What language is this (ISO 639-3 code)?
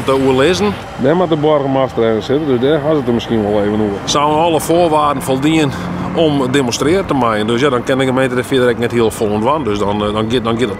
fry